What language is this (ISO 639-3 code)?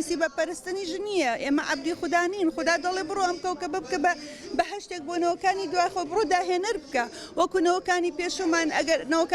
ckb